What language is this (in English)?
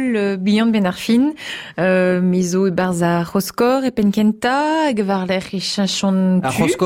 Breton